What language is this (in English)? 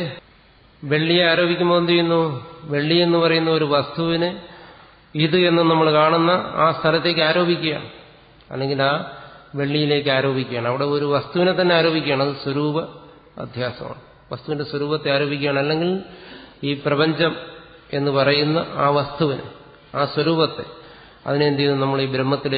Malayalam